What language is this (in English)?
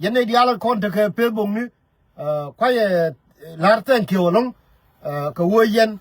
Nuer